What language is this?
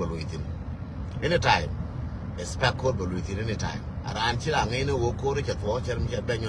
Nuer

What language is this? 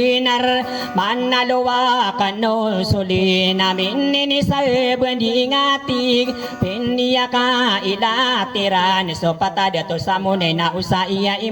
Maranao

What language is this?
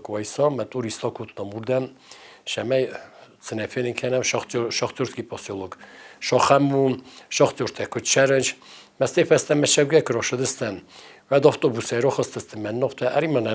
Ossetic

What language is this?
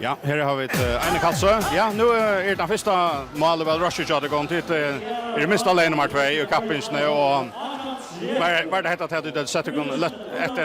Faroese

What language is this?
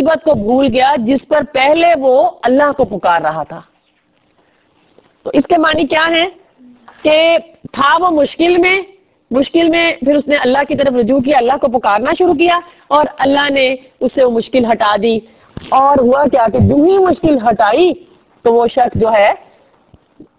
Urdu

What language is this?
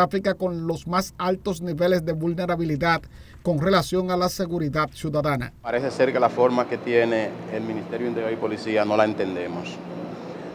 Spanish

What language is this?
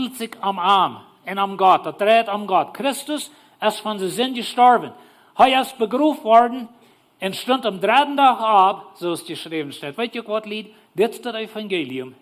Plautdietsch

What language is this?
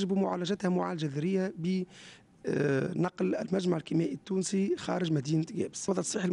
Tunisian Arabic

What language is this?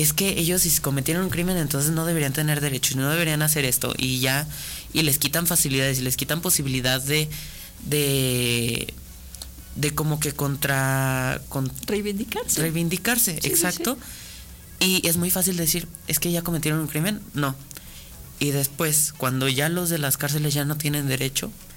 Spanish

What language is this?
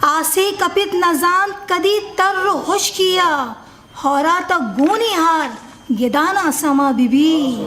Eastern Balochi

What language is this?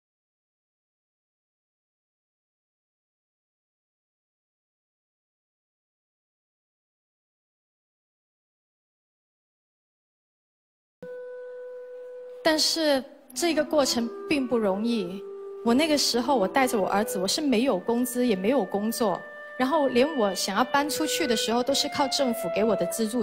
Chinese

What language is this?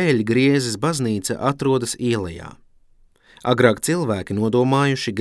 Latvian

